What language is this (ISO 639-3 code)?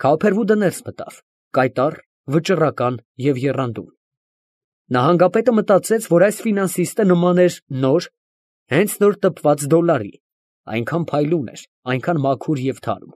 hye